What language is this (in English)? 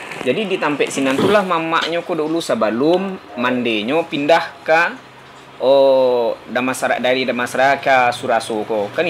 Minangkabau